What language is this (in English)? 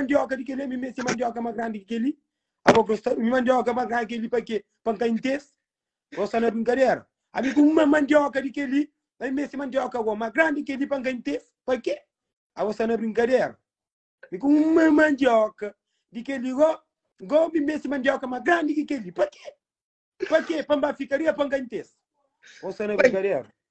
Kabuverdianu